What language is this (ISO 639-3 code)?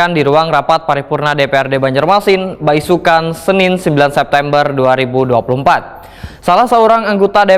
bjn